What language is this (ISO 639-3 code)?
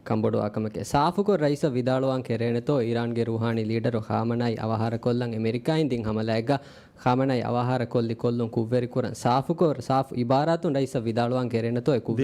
div